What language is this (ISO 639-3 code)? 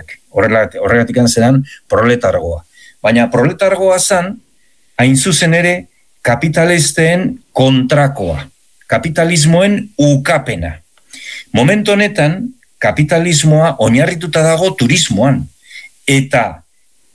eus